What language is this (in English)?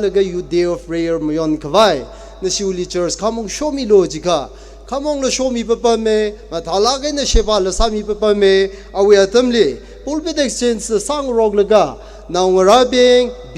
Tangkhul Naga (India)